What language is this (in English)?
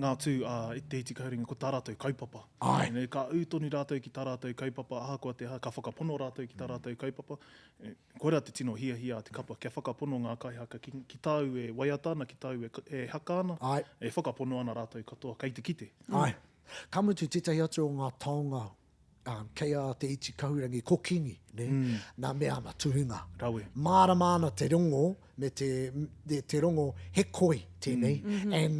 Māori